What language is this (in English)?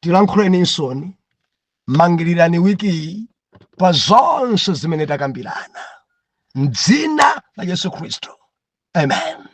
Nyanja